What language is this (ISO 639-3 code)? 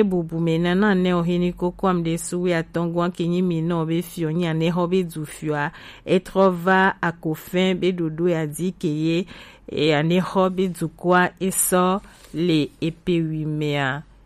gej